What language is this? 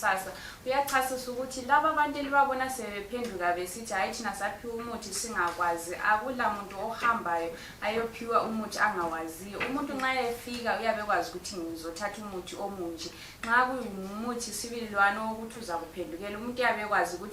Shona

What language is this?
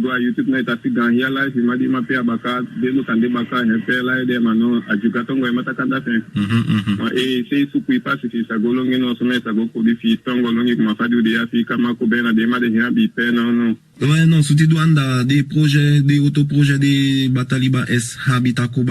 Saramaccan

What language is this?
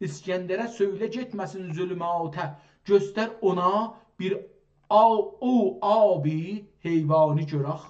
South Azerbaijani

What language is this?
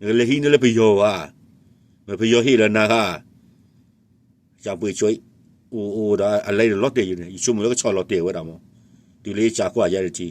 S'gaw Karen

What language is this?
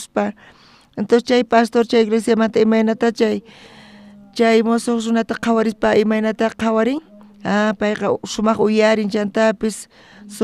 South Bolivian Quechua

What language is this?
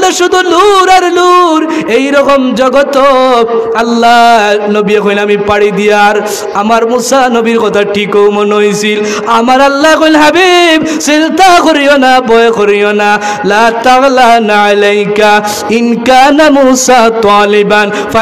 Sylheti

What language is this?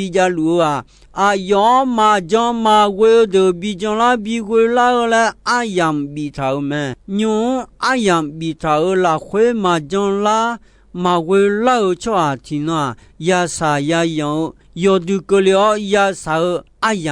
Akha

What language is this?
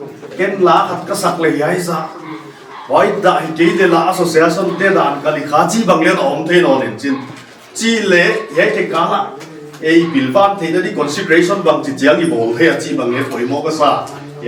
Paite Chin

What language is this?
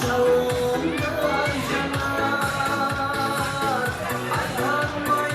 Kara-Kalpak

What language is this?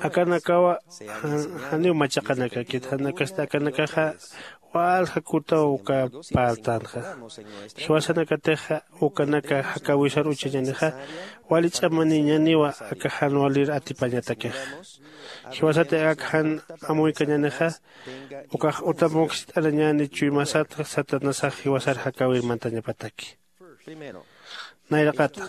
Aymara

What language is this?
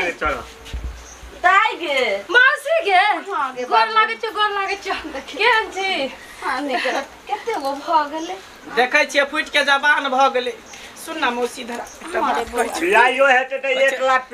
Maithili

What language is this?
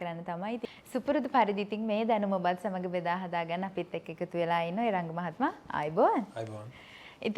Sinhala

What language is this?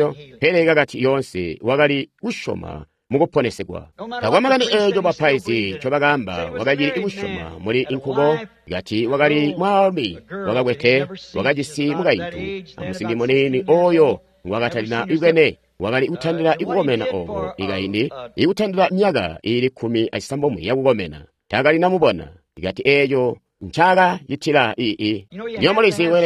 Tonga (Zambia)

